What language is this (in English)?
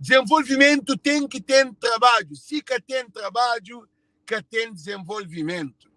Kabuverdianu